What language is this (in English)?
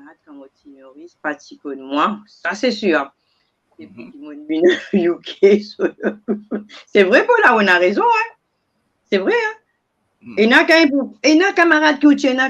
Morisyen